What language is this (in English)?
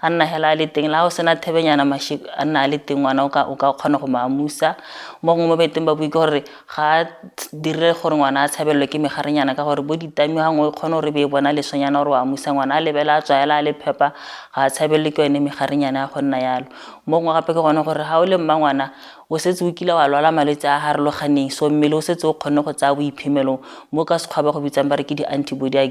Tswana